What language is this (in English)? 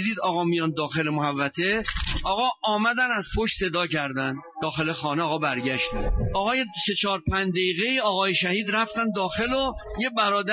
Persian